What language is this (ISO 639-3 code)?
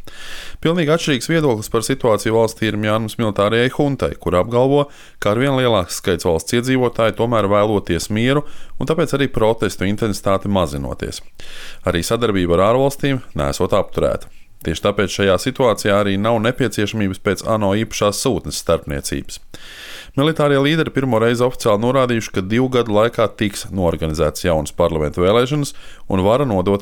lav